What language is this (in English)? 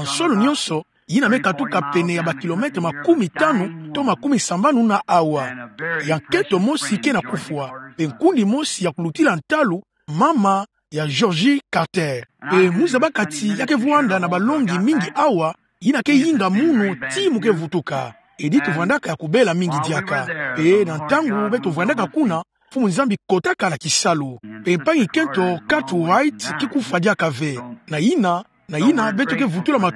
Kituba (Democratic Republic of Congo)